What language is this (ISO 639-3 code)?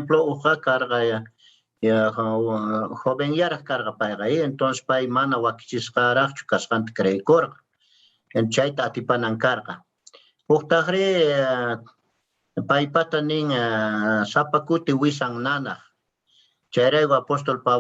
que